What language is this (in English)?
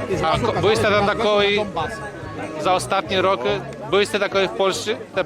Rusyn